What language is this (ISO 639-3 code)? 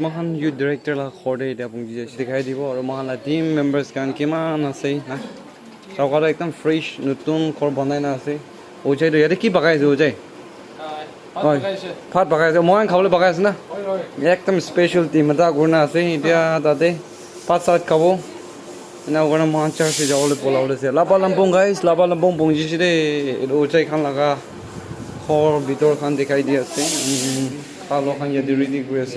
nag